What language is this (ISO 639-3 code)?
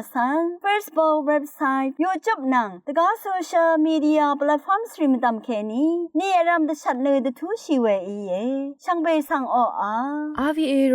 raw